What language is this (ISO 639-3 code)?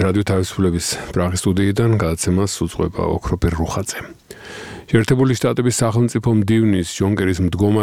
kat